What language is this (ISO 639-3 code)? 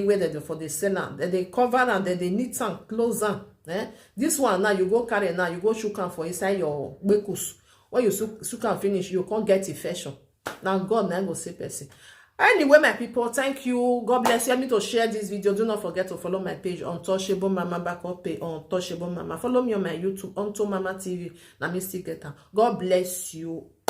pcm